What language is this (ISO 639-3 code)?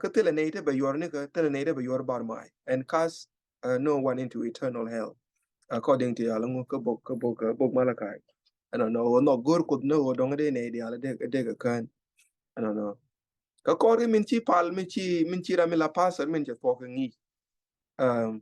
nus